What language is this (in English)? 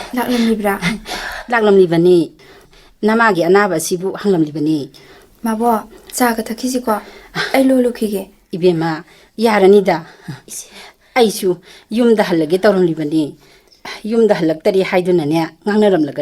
Manipuri